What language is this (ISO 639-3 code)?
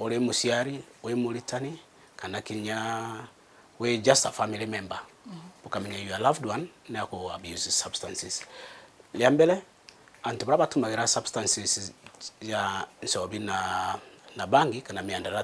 mer